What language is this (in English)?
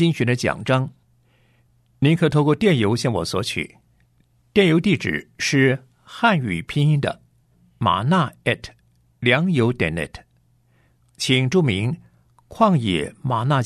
Chinese